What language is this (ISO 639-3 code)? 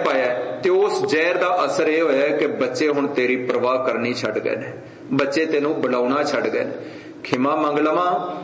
pan